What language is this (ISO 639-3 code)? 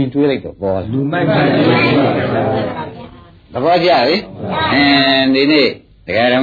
mya